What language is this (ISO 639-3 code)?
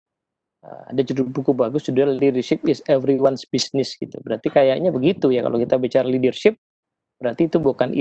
ind